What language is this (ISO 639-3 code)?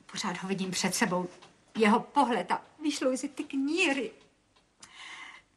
ces